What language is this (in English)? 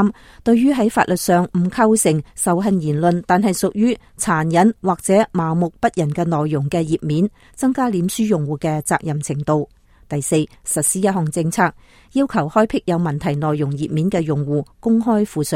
Cantonese